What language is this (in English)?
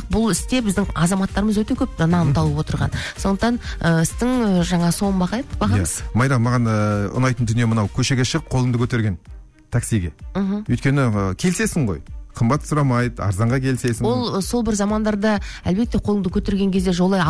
Kazakh